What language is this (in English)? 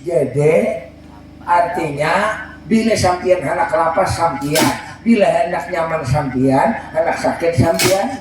Banjar